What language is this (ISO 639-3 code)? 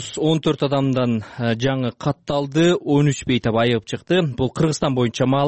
kir